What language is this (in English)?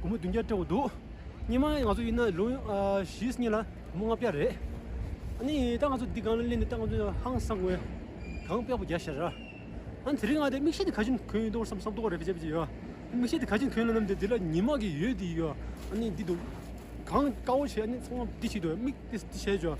Tibetan